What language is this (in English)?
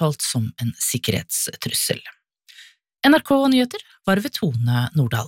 Norwegian